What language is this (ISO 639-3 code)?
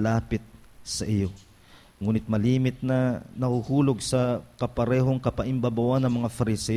fil